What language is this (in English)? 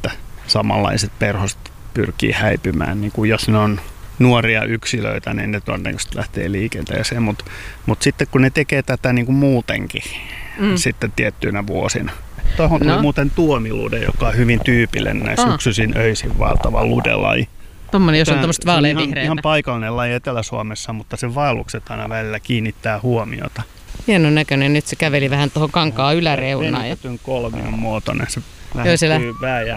Finnish